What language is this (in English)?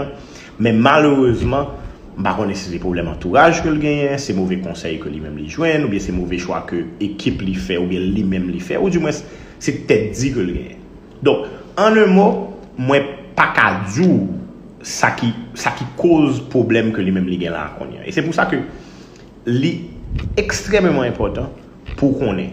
Haitian Creole